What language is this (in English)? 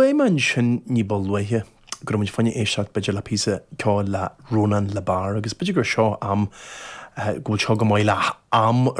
Irish